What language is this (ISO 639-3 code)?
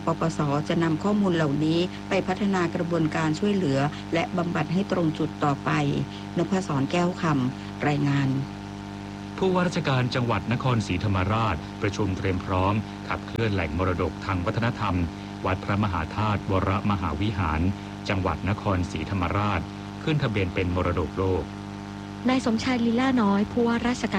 tha